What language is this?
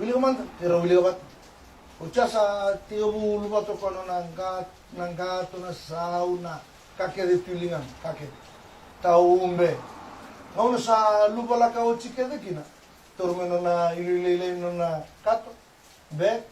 Fijian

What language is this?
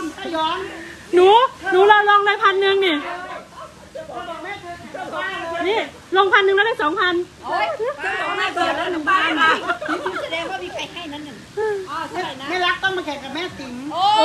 Thai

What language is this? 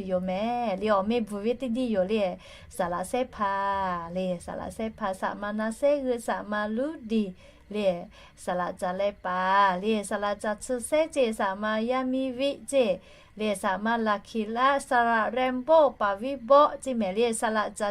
Lahu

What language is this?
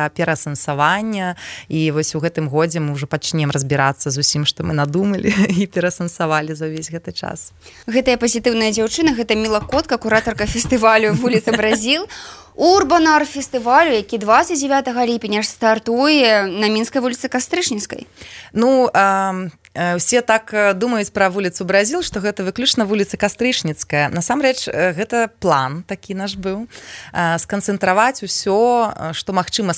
Belarusian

